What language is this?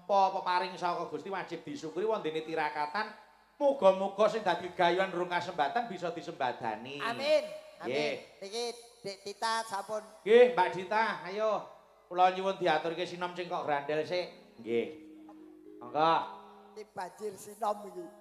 Javanese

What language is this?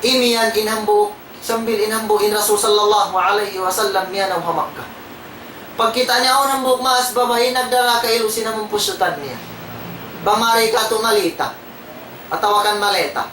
Tausug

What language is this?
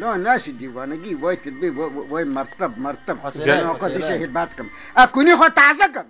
Kurdish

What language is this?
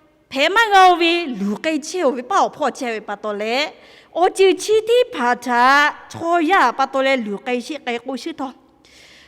Lahu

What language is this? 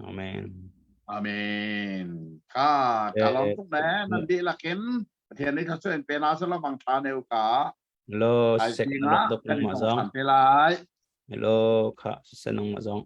Hakha Chin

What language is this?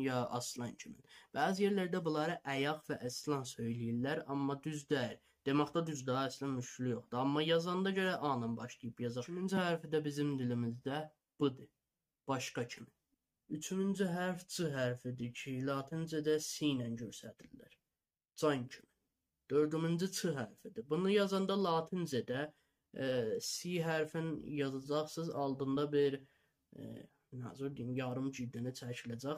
South Azerbaijani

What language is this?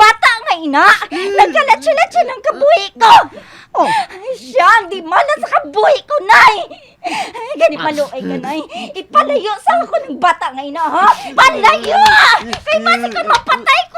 Hiligaynon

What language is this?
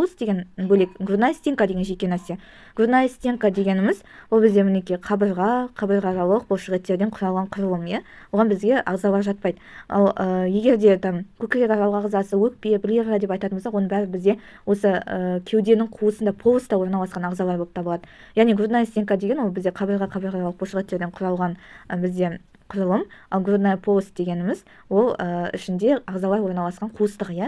Kazakh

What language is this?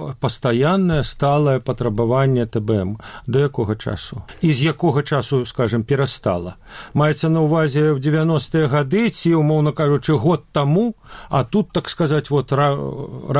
Belarusian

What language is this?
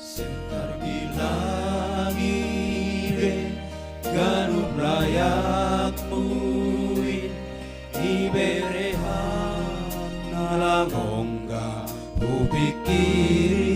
Batak Simalungun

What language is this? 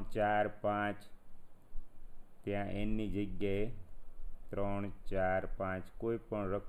Gujarati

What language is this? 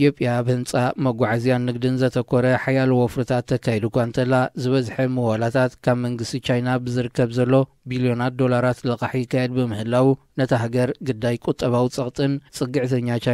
Tigrinya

